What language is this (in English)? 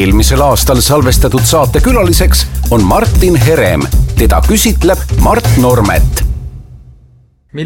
Estonian